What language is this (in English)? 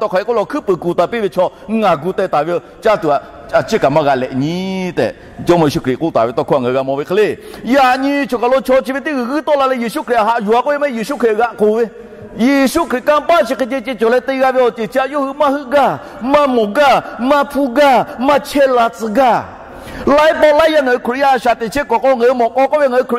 Lahu